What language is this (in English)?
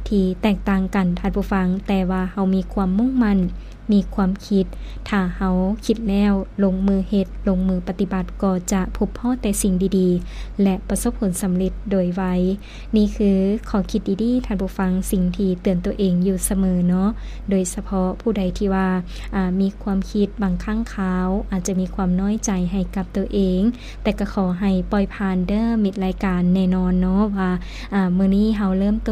Lao